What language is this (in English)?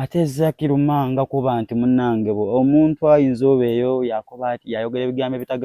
Soga